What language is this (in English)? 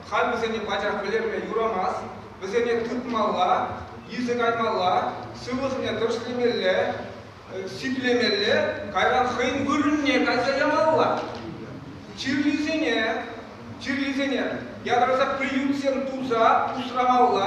Chuvash